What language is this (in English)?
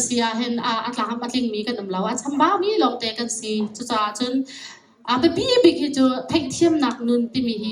Hakha Chin